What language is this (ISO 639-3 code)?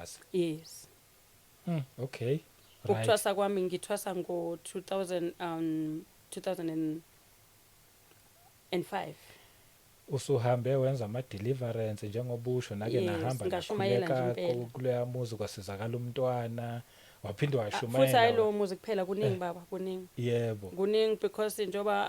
zul